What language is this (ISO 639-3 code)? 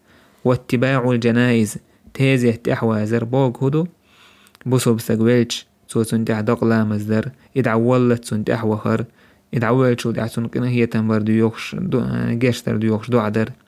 che